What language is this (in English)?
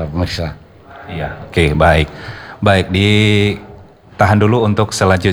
Indonesian